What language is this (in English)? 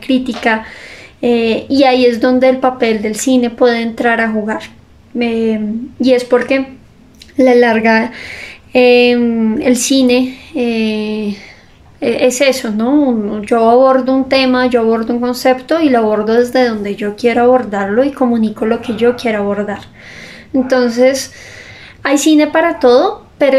Spanish